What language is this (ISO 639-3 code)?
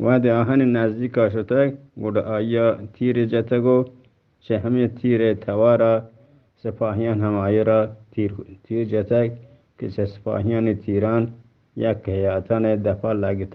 bgp